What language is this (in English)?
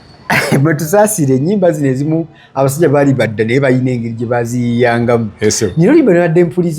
Ganda